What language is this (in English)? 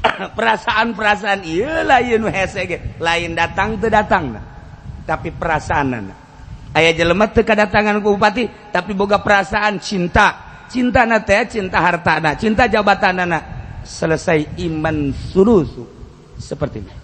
Sundanese